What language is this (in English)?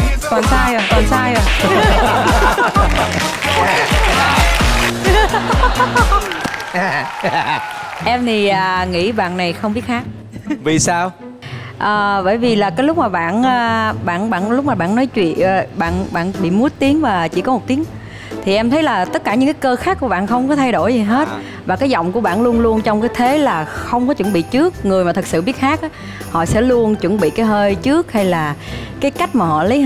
Vietnamese